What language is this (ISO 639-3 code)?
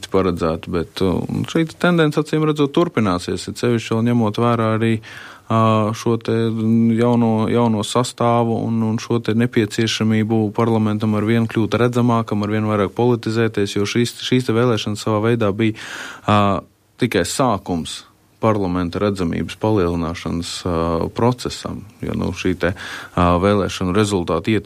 lav